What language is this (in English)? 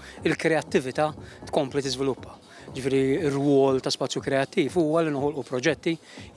Maltese